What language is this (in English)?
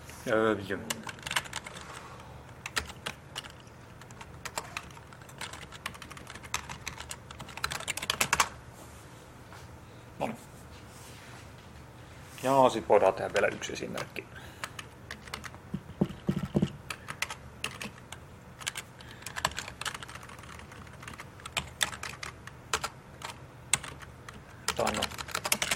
Finnish